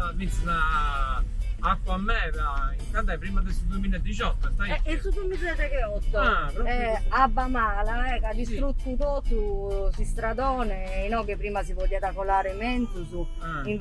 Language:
Sardinian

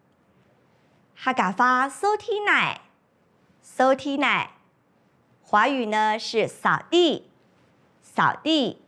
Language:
Hakka Chinese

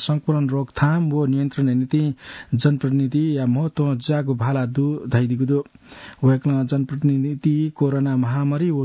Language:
Newari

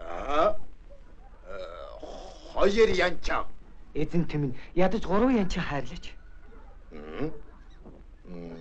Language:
Mongolian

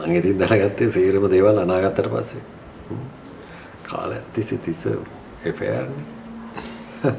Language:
Sinhala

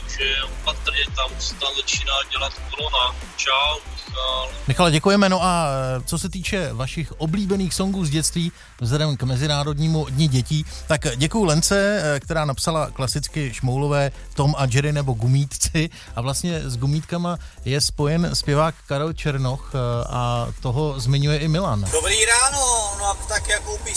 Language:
Czech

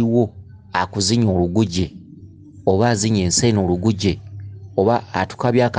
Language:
Ganda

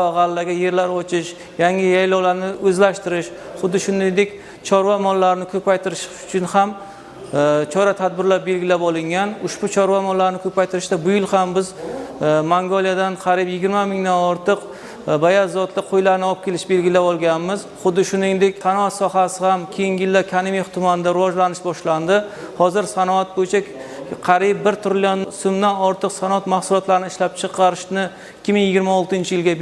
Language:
Uzbek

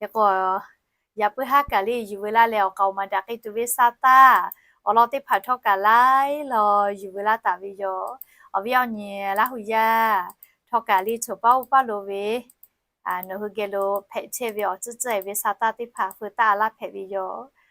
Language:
Lahu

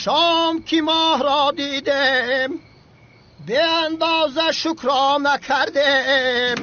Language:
Tajik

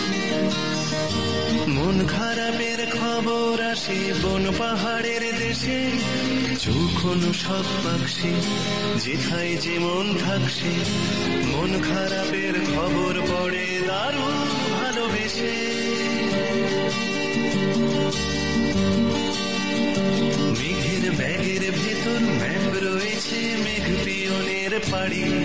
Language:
Bangla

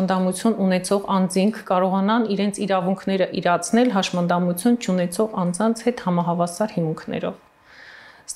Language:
Armenian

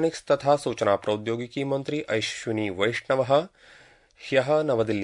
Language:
Sanskrit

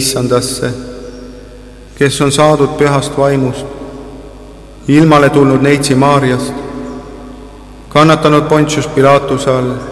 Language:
Estonian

